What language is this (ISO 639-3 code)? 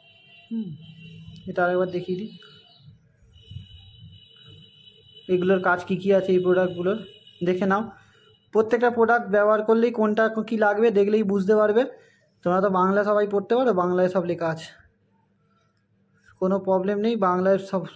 ben